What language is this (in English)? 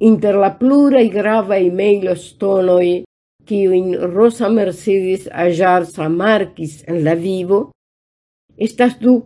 Esperanto